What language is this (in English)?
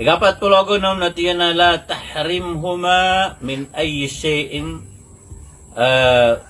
Maranao